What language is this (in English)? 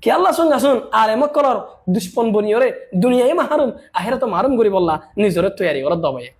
Rohingya